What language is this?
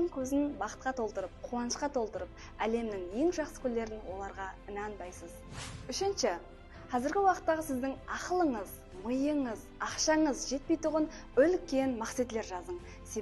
Kara-Kalpak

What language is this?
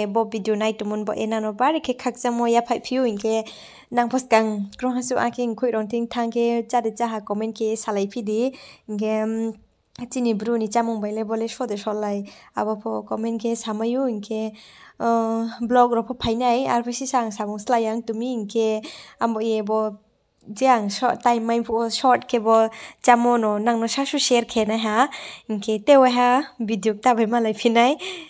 Riang (India)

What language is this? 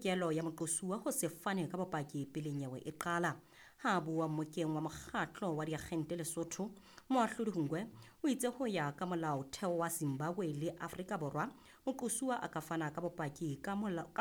Southern Sotho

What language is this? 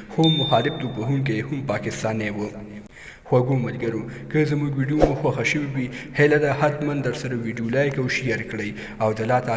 Pashto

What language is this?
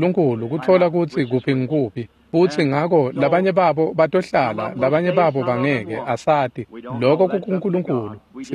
Swati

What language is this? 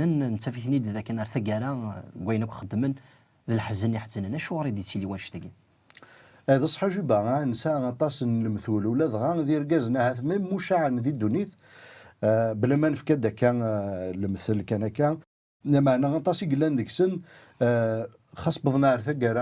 Kabyle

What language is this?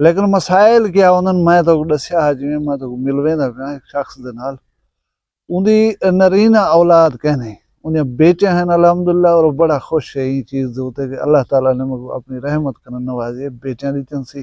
Saraiki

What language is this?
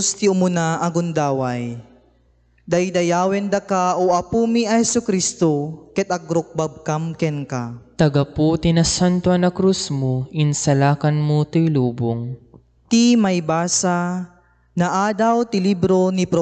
Iloko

